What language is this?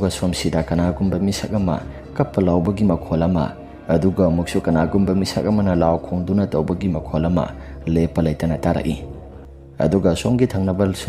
Manipuri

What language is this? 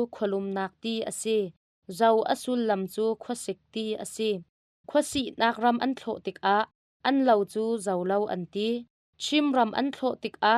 Hakha Chin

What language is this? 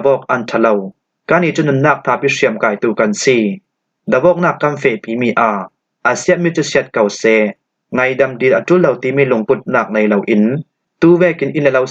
Falam Chin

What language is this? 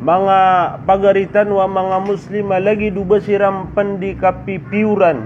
Maranao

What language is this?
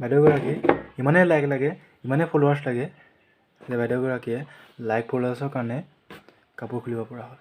Assamese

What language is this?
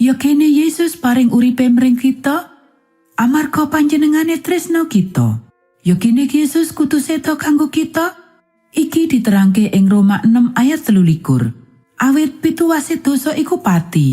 Javanese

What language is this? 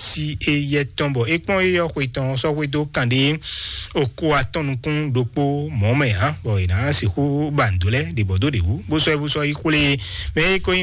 Fon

